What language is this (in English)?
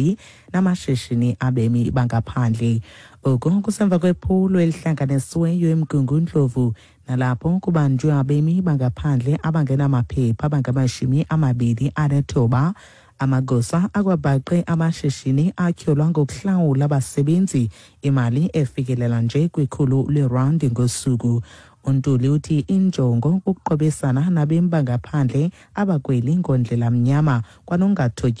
Xhosa